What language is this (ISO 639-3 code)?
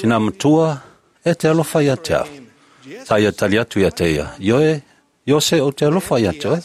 smo